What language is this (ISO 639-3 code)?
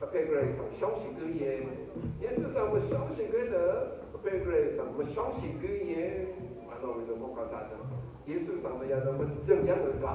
raw